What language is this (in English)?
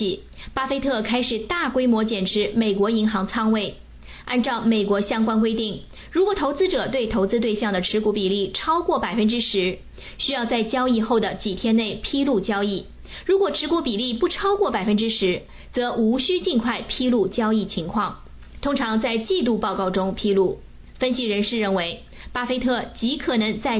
Chinese